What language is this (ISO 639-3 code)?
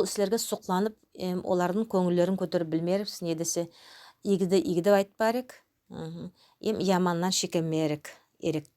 nog